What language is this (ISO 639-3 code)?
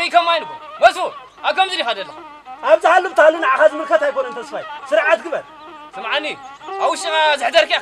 tir